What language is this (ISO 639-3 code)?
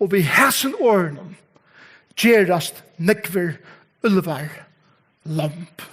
fao